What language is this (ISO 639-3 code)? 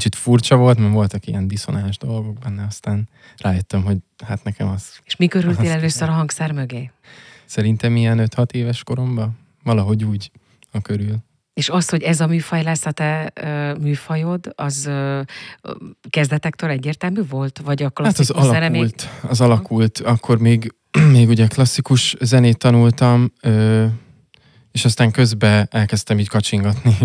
hun